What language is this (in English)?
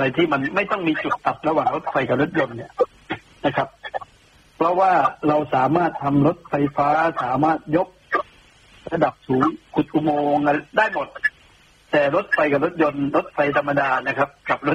Thai